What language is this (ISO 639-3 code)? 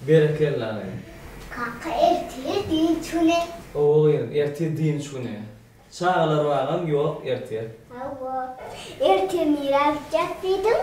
tuk